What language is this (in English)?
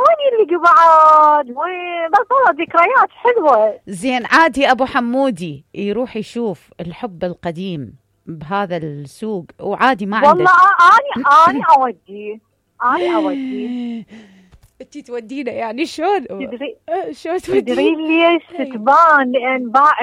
Mesopotamian Arabic